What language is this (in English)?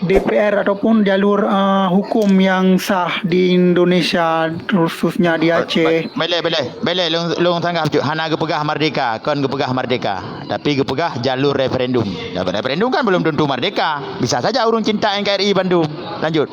Achinese